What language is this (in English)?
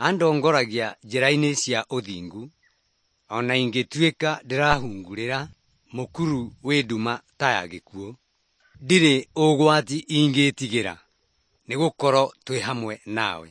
Kikuyu